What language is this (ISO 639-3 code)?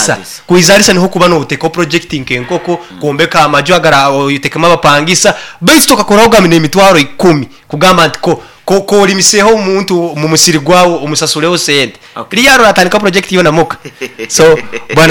nyn